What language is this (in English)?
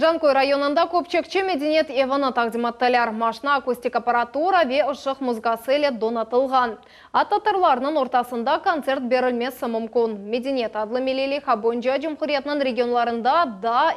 Crimean Tatar